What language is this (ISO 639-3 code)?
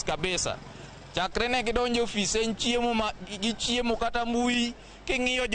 luo